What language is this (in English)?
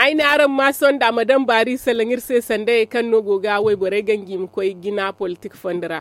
Zarma